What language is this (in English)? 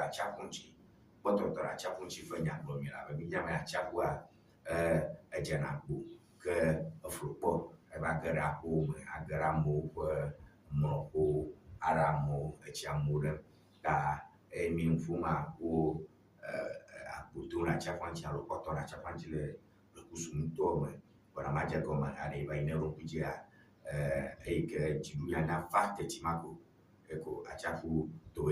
Ewe